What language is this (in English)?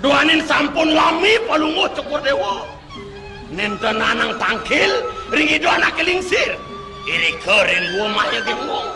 Balinese